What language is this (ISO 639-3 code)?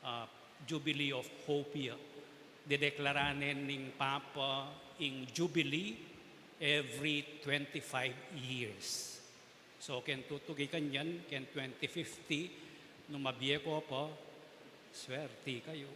pam